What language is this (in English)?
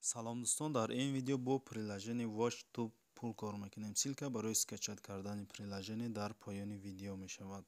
Tajik